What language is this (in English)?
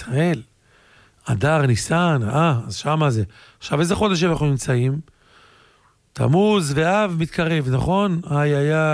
Hebrew